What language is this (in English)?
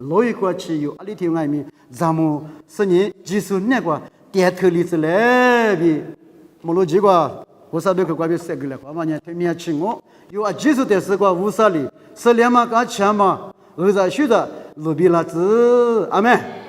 Lisu